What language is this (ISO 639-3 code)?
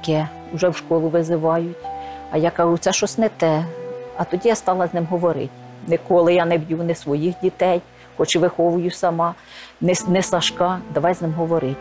ukr